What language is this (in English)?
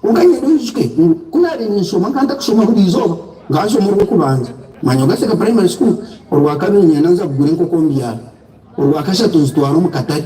Nyankole